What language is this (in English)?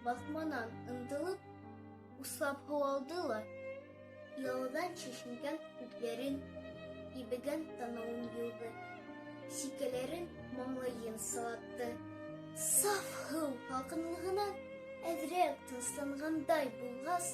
Bashkir